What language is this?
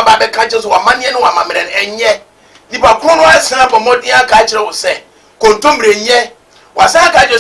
Akan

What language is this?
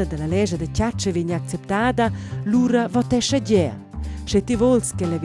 Romansh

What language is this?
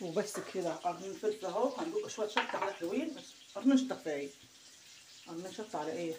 Egyptian Arabic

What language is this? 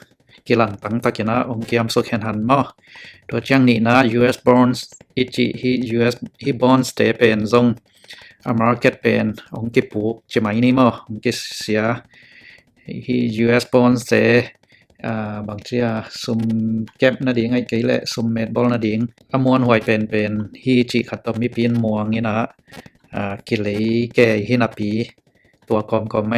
Tedim Chin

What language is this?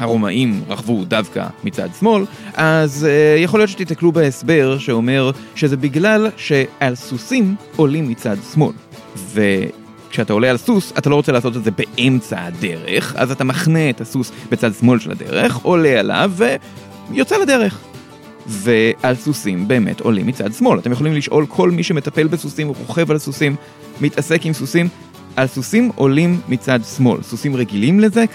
Hebrew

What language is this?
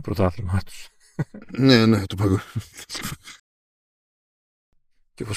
Greek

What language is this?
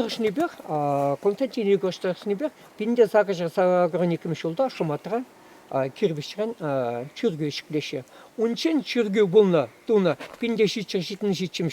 Chuvash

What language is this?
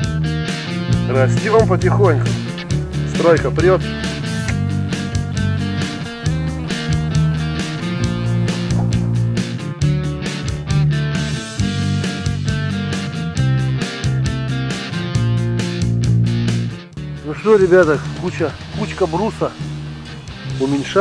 Russian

